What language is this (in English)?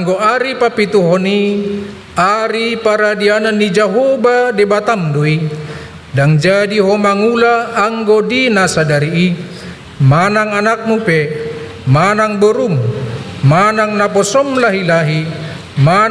Batak Toba